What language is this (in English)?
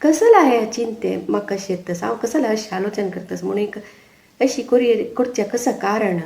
Konkani